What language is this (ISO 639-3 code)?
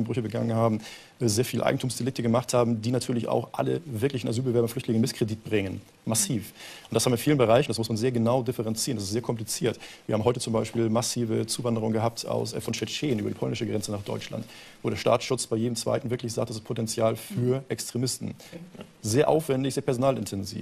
deu